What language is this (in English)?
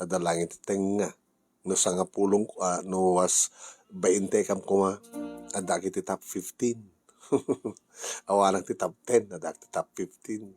Iloko